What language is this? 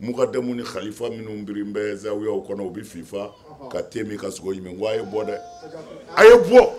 Bambara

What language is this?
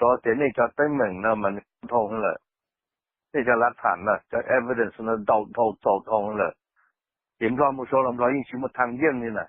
Hmong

